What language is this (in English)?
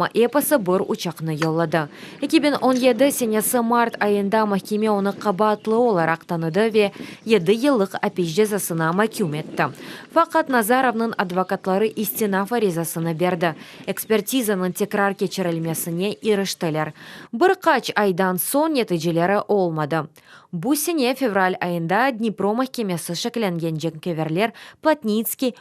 Crimean Tatar